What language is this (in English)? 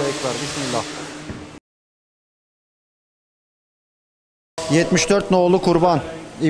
Turkish